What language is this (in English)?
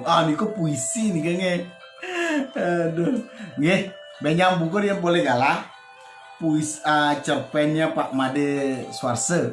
Balinese